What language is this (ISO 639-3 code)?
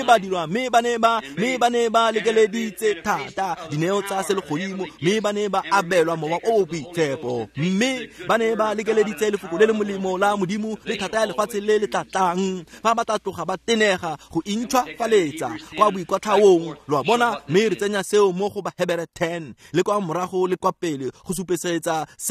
tsn